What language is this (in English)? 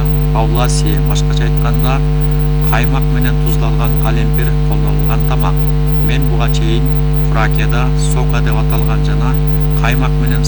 Kyrgyz